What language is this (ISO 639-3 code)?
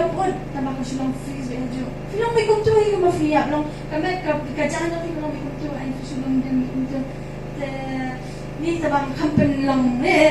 kha